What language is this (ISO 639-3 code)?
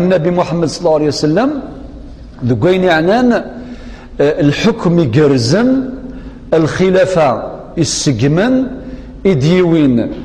kab